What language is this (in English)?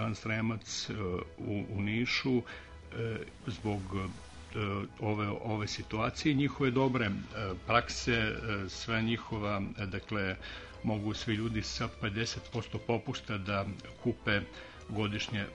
Serbian